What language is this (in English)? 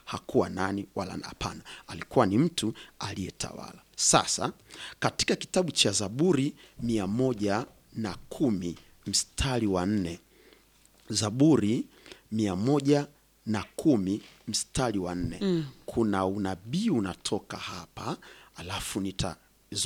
Swahili